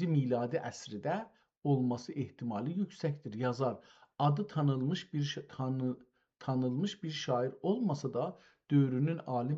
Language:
South Azerbaijani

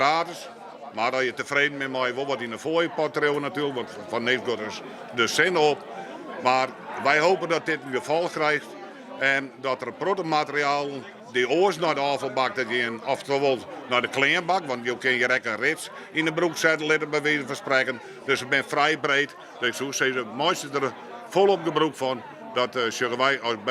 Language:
Western Frisian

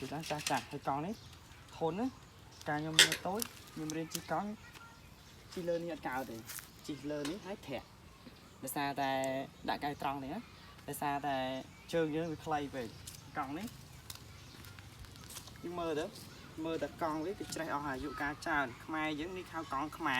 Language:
Khmer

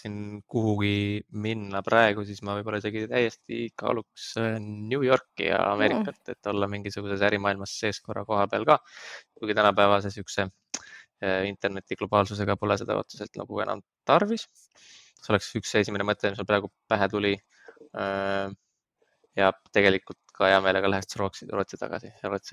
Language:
Estonian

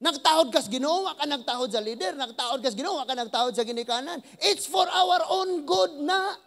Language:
Cebuano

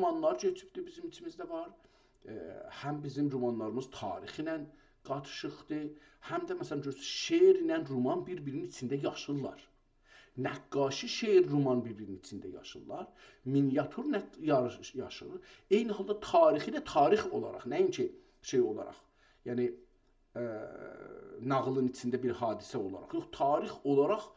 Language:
South Azerbaijani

